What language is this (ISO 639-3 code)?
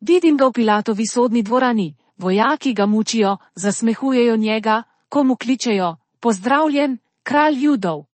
slv